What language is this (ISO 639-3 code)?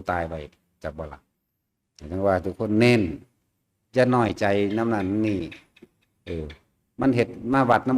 lao